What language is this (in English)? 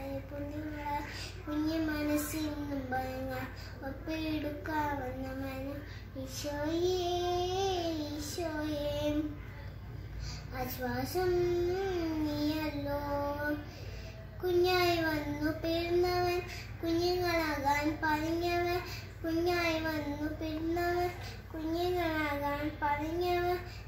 Malayalam